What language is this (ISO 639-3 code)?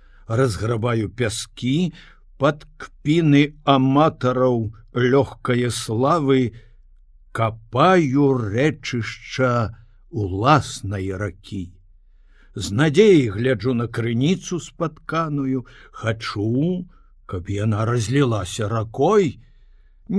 bel